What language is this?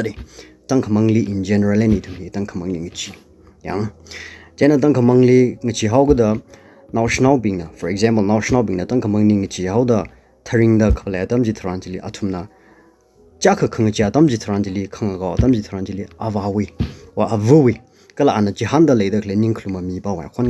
Tangkhul Naga (India)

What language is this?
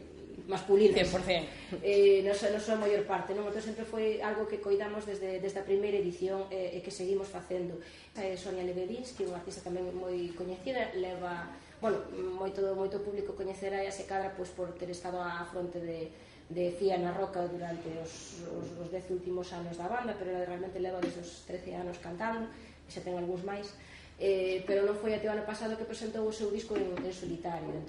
Galician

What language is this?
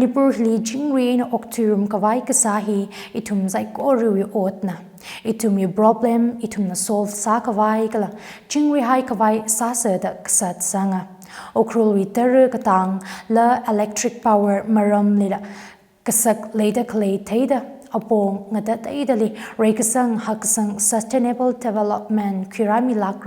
Tangkhul Naga (India)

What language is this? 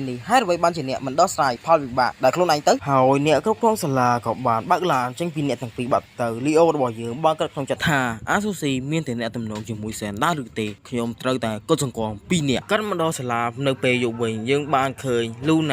Khmer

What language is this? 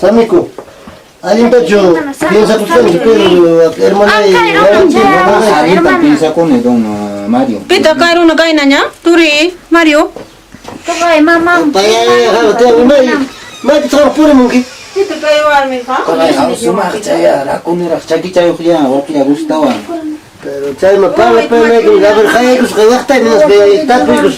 Ayacucho Quechua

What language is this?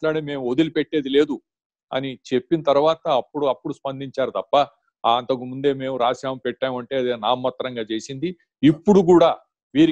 Telugu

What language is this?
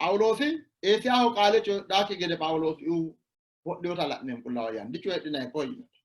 Sidamo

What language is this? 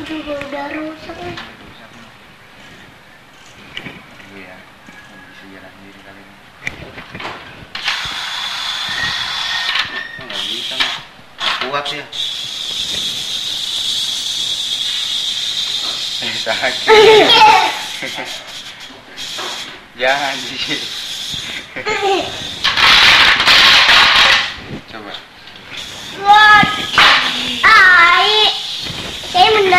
Indonesian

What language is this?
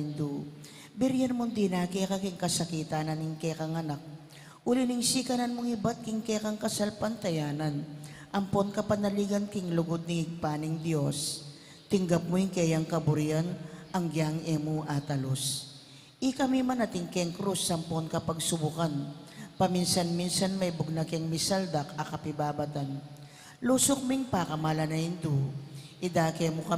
Pampanga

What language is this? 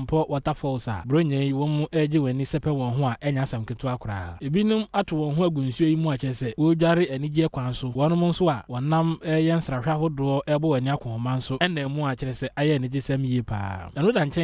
Akan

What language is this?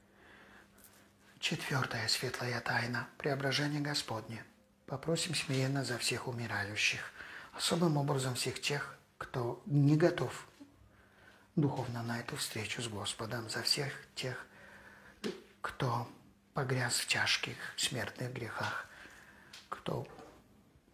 Russian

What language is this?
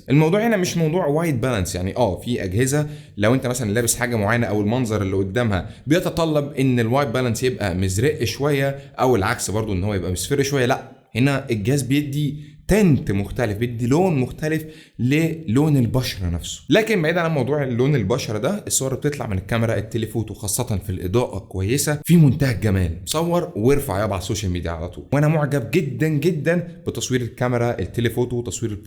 Egyptian Arabic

